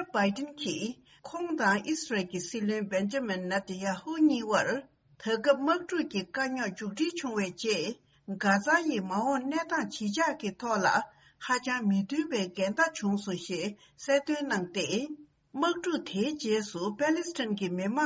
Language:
Tibetan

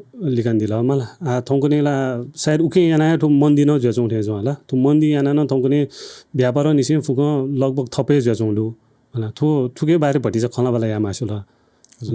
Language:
Newari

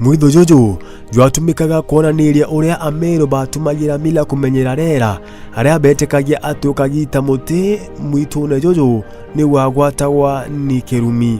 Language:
Meru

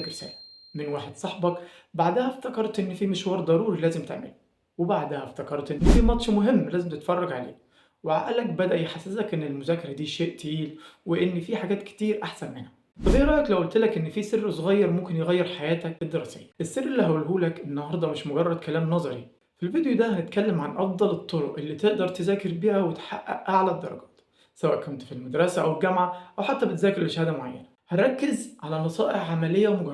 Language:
Egyptian Arabic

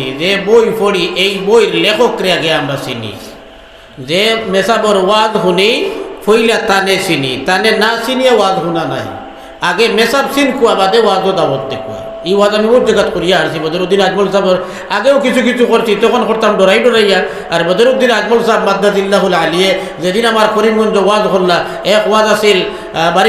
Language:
Sylheti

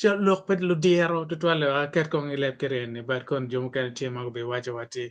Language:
Acoli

